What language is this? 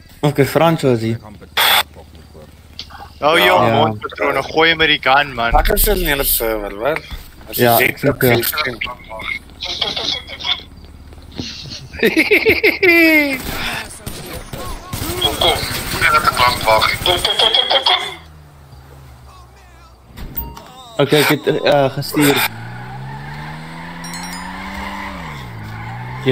Afrikaans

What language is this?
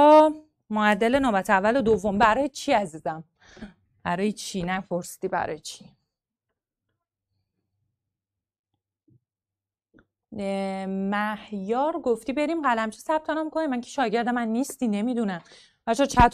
Persian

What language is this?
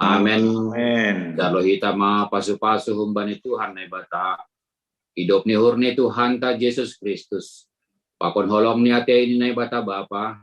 Batak Simalungun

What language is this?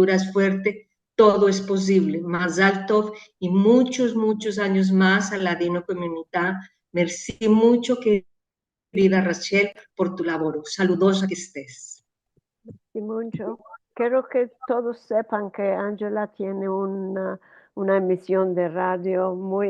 Ladino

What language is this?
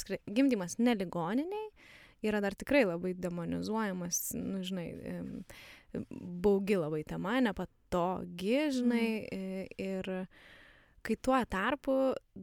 Lithuanian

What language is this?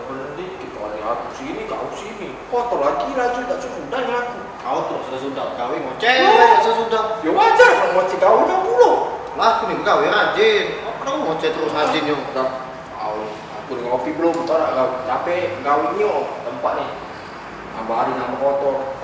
Musi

